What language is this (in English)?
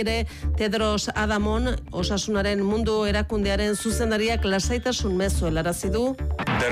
Basque